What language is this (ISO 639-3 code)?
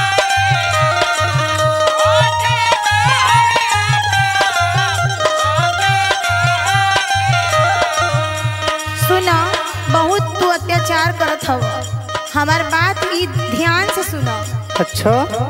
bho